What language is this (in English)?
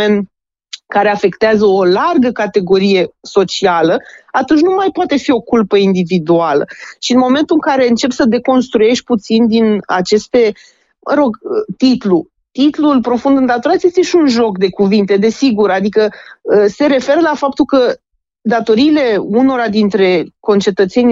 Romanian